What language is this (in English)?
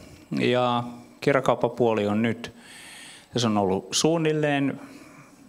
Finnish